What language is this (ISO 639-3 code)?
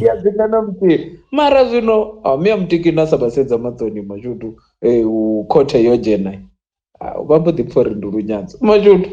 ven